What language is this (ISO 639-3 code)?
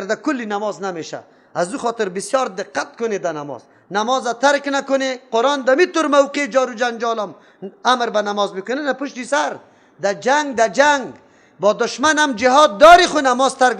fas